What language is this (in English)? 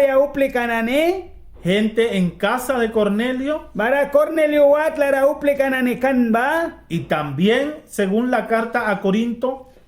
Mískito